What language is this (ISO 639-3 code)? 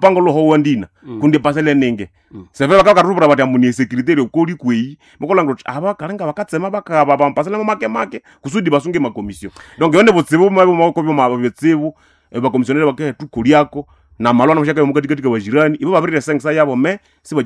nnb